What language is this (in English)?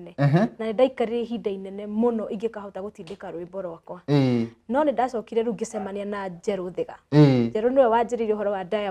Kikuyu